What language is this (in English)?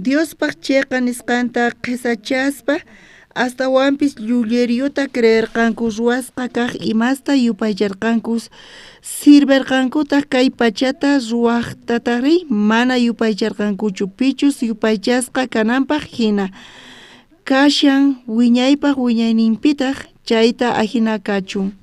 South Bolivian Quechua